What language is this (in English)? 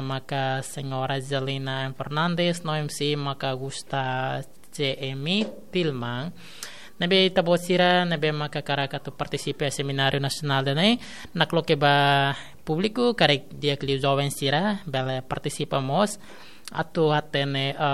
Tetum